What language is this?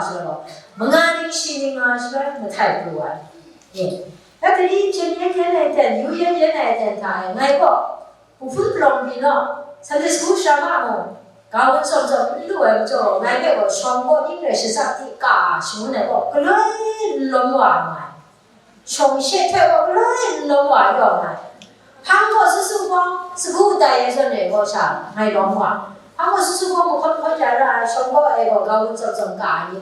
Kachin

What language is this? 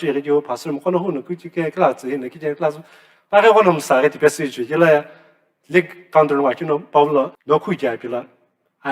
Sumi Naga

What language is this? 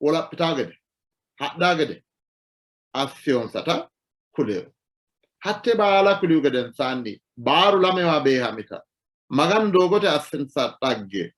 Sidamo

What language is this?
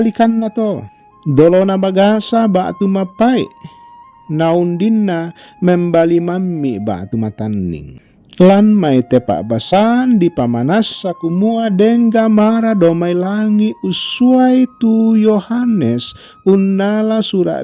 Toraja-Sa'dan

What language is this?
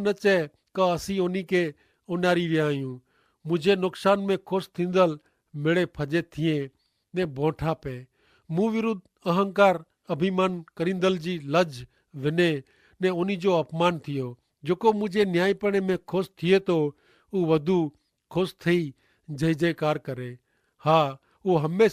Kachhi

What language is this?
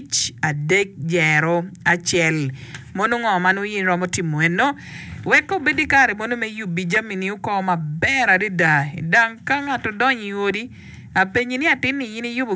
Acoli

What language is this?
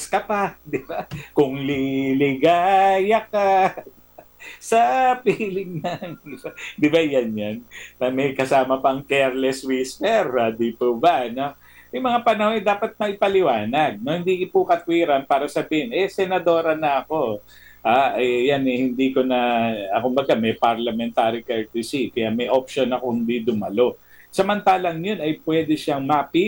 Filipino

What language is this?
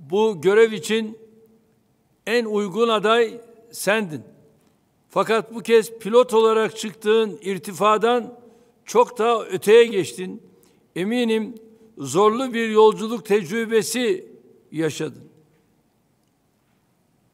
Turkish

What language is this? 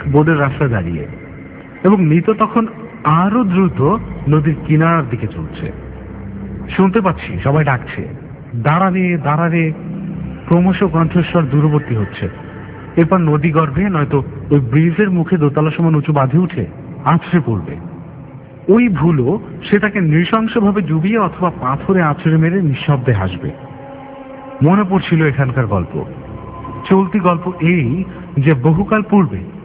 Bangla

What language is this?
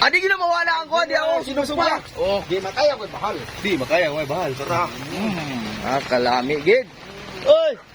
Cebuano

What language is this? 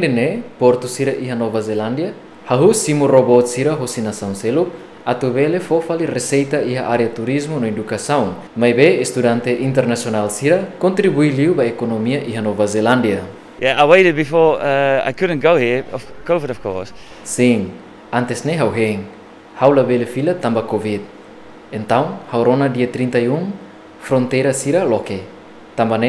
Tetum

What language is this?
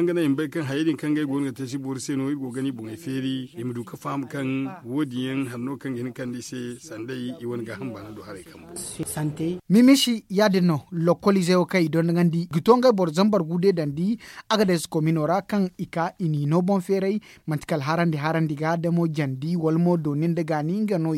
Zarma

